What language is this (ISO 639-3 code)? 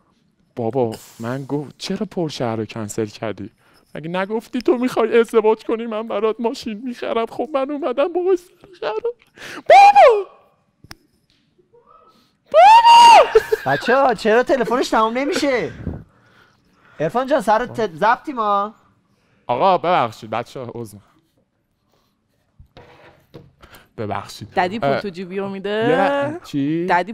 fas